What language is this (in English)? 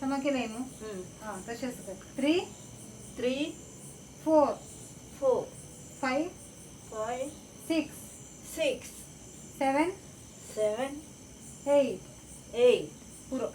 Konkani